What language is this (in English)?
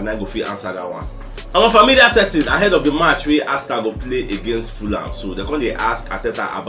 Nigerian Pidgin